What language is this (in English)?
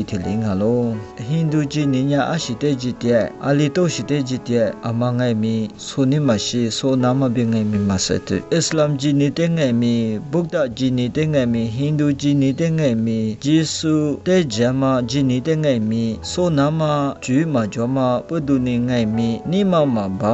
Lisu